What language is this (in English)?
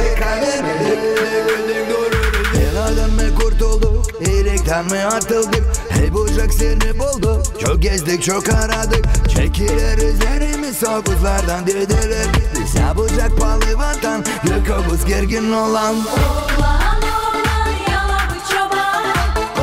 Gagauz